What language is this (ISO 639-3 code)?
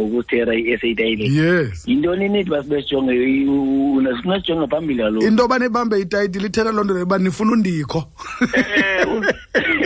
xho